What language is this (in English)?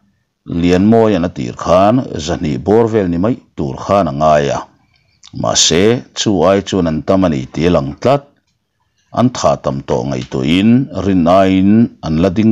Mizo